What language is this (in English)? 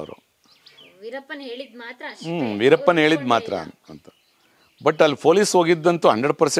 Kannada